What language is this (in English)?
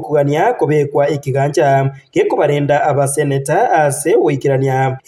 Gusii